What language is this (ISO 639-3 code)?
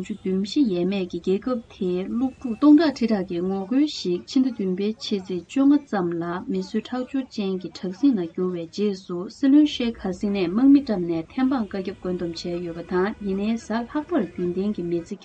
bod